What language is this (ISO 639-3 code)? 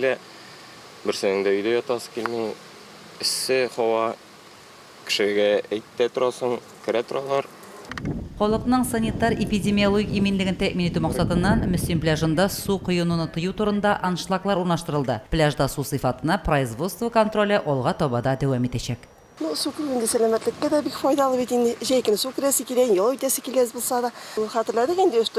tat